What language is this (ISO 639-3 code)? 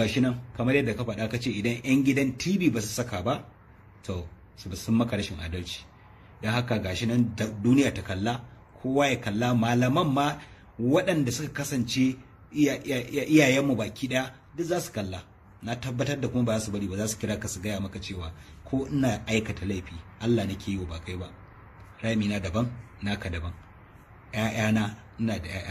hau